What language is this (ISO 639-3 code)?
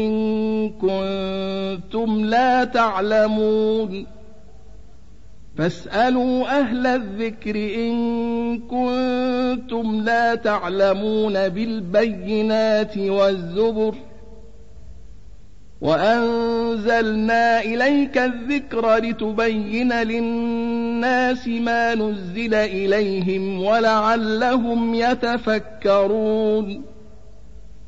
ara